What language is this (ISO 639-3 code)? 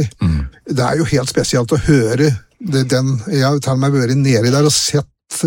nor